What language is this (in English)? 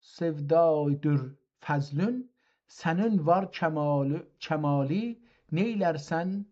South Azerbaijani